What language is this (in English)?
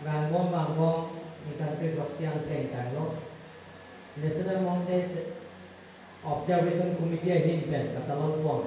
Karbi